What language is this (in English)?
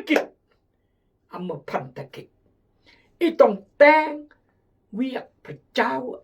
Khmu